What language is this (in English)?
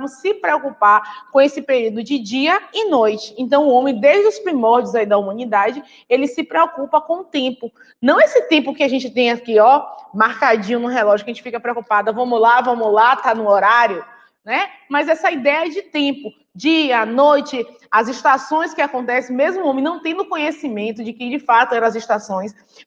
Portuguese